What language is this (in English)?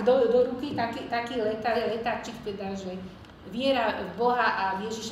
Slovak